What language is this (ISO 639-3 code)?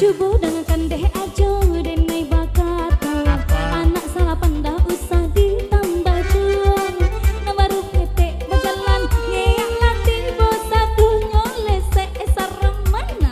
min